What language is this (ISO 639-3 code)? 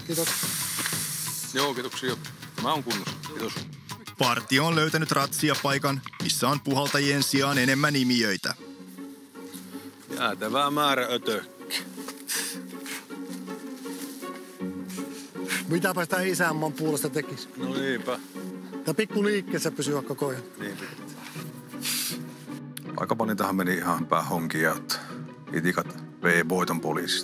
fin